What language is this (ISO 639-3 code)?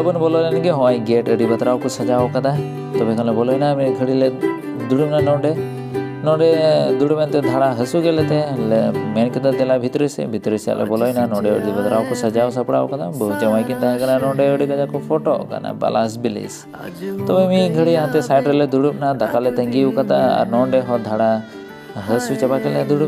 sat